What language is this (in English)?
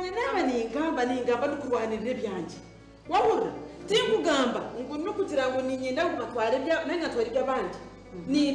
Nyankole